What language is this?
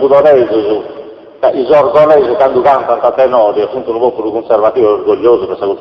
Sardinian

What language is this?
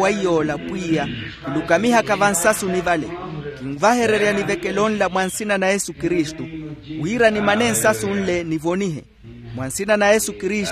Makhuwa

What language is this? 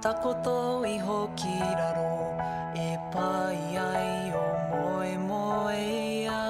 Māori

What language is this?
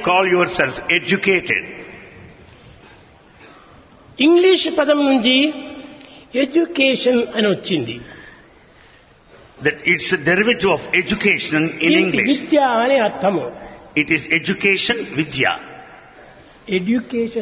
Telugu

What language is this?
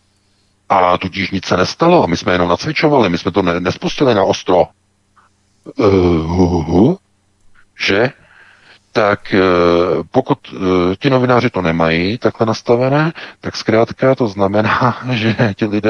Czech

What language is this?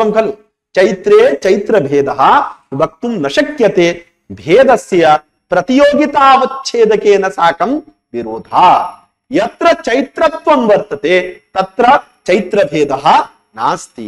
Sanskrit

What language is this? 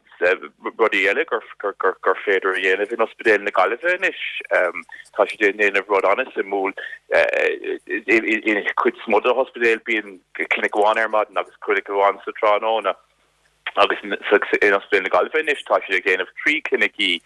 Irish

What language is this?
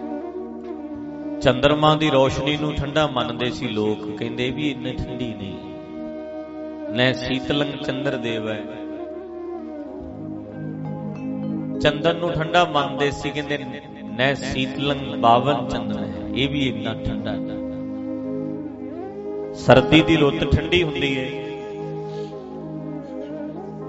Punjabi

